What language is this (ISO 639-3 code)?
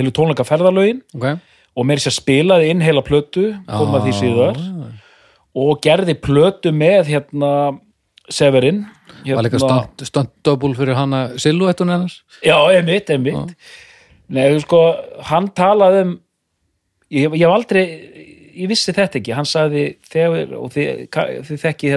isl